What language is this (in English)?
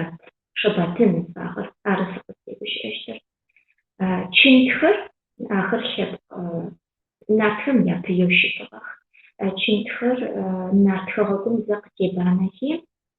Adyghe